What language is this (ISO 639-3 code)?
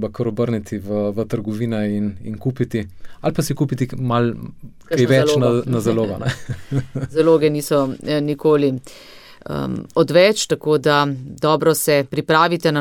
slv